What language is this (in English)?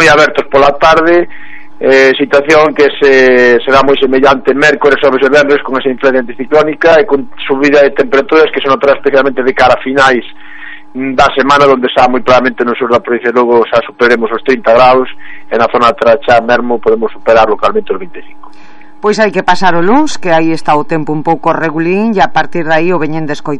Galician